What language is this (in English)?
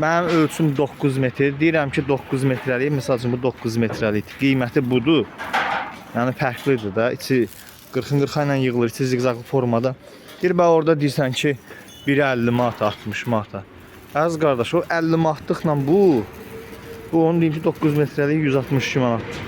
Azerbaijani